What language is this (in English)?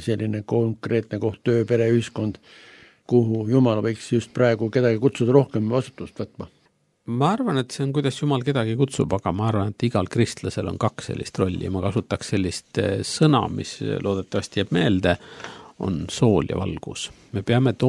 Estonian